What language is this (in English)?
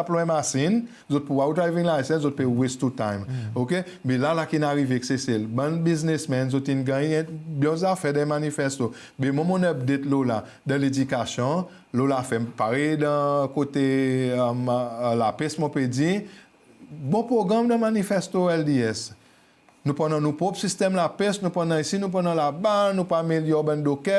Seselwa Creole French